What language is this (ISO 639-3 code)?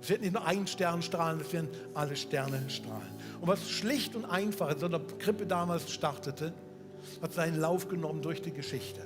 gsw